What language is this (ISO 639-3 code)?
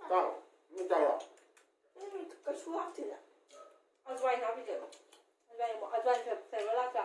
mni